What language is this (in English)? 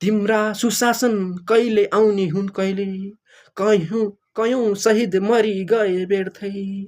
Nepali